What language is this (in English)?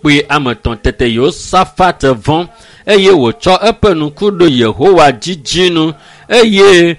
Ewe